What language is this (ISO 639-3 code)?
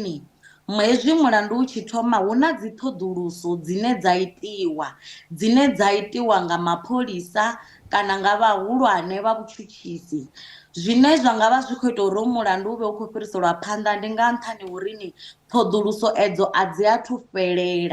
ven